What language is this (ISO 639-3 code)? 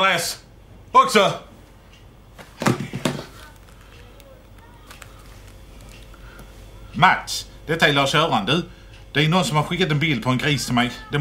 swe